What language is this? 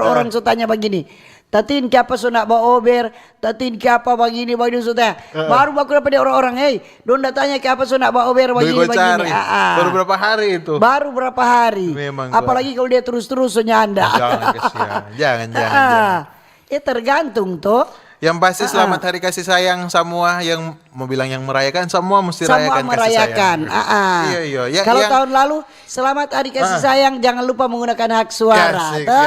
Manado Malay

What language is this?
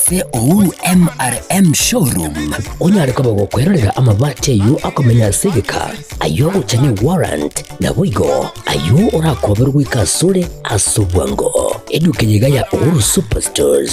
Gusii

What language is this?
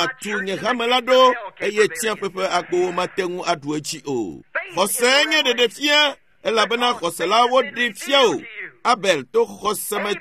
Ewe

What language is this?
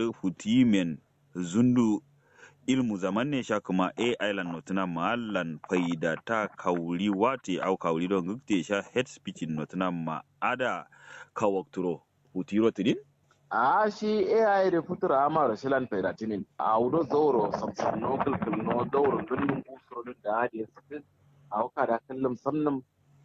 Kanuri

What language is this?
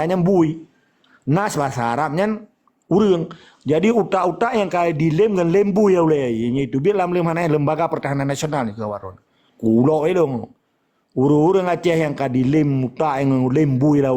Achinese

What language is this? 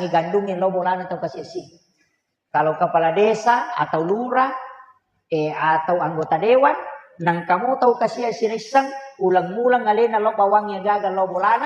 Buginese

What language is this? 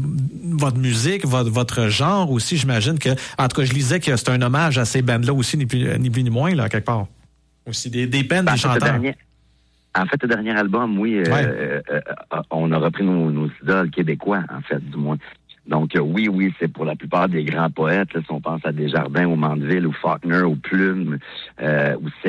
French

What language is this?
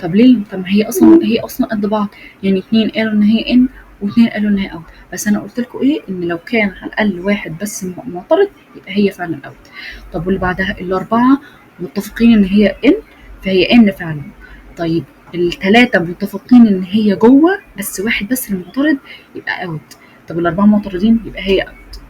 Egyptian Arabic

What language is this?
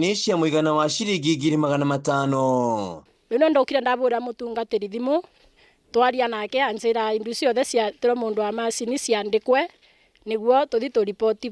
Kikuyu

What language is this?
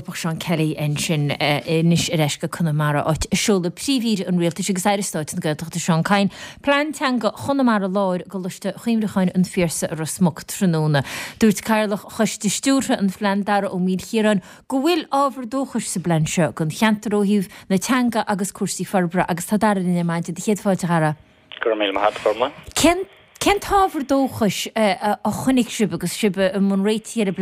Irish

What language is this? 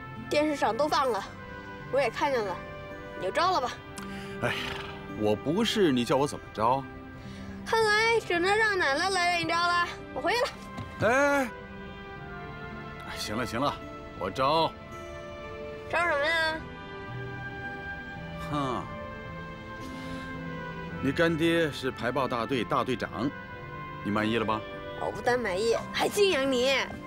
Chinese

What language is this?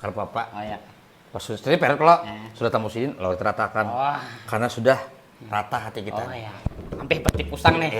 Banjar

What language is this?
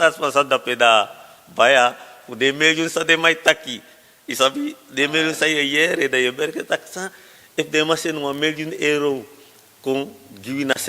Sranan Tongo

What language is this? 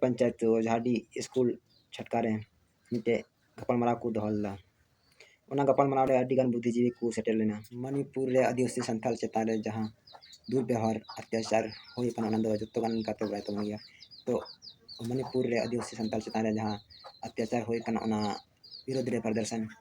Santali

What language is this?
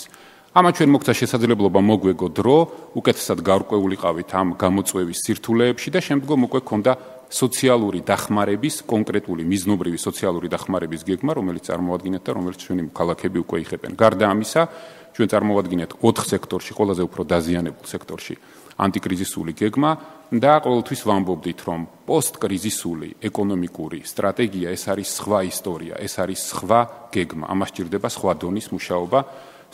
Georgian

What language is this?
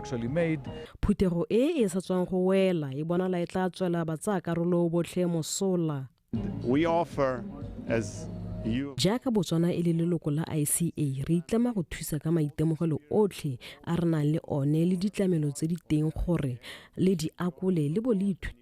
Tswana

